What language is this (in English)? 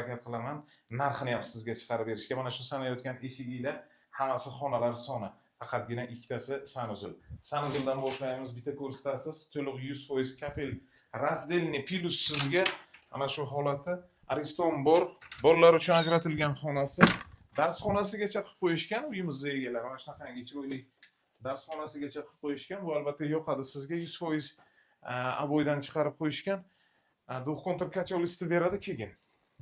Uzbek